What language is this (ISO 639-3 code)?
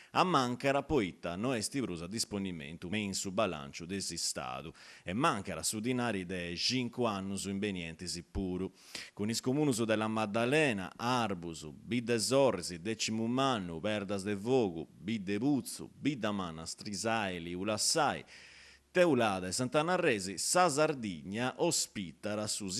srd